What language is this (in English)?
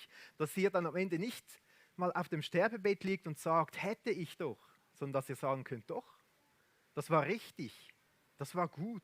Swiss German